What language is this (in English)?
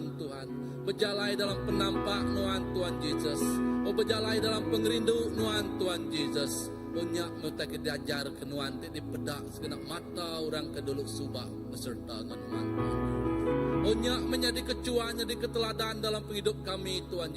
Iban